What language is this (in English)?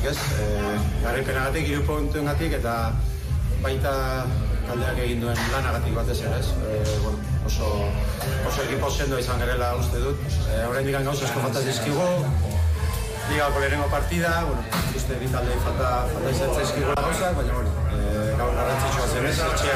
Basque